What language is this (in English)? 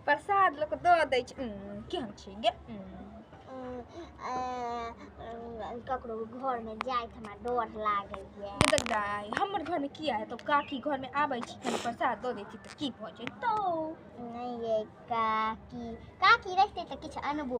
Maithili